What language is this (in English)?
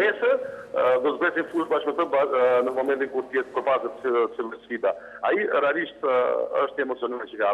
Albanian